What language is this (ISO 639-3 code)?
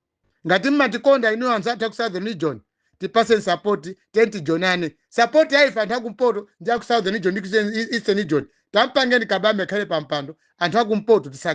nya